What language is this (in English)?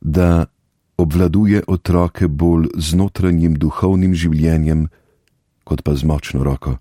Slovenian